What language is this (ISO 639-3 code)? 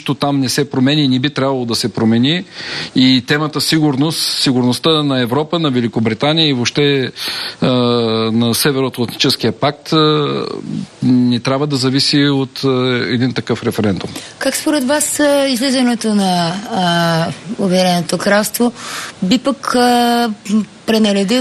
bul